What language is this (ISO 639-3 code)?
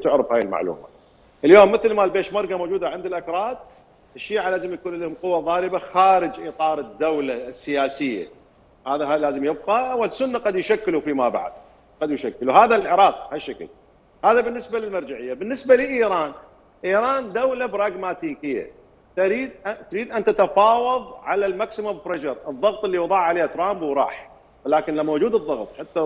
acm